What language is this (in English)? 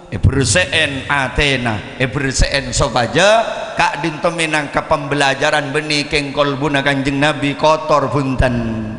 Madurese